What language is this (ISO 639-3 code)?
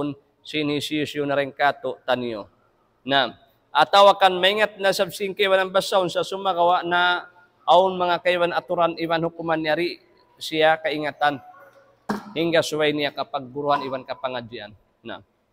tsg